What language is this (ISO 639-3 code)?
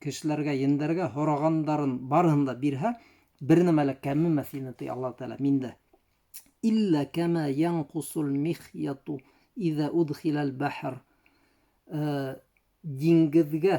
bak